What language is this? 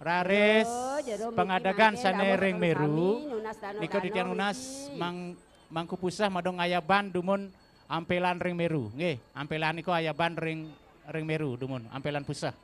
Balinese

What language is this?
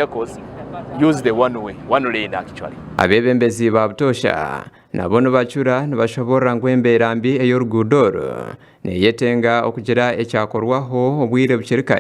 Nyankole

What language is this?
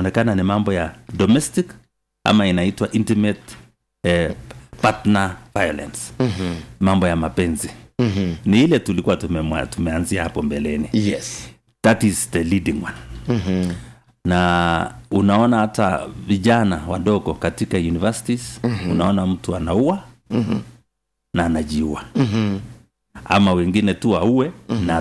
Swahili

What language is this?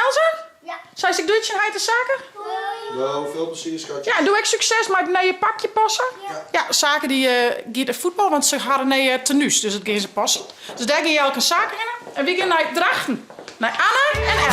Western Frisian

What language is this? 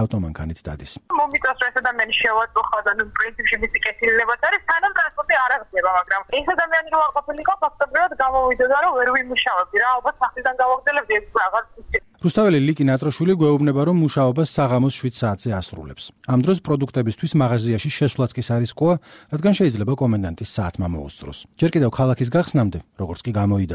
Georgian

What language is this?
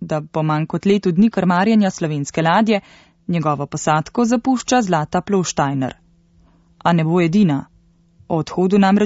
Slovenian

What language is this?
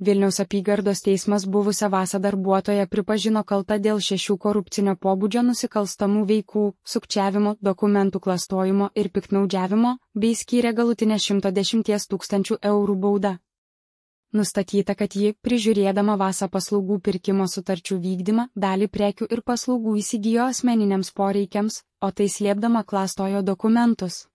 Lithuanian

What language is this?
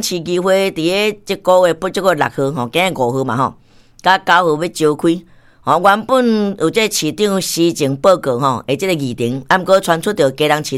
Min Nan Chinese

